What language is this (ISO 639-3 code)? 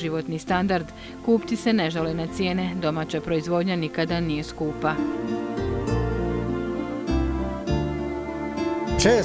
bos